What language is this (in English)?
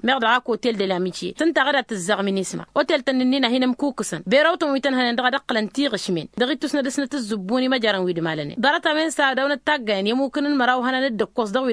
Tamasheq